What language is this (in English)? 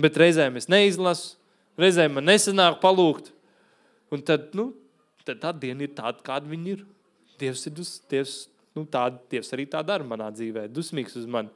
Latvian